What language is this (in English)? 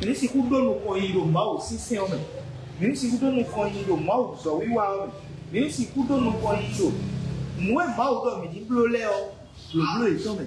Fon